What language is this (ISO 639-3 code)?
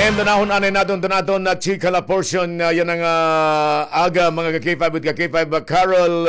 war